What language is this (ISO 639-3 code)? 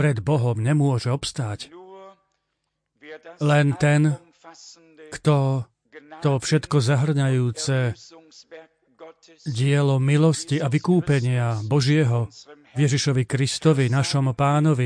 slk